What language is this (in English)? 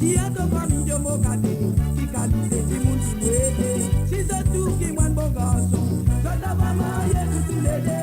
Morisyen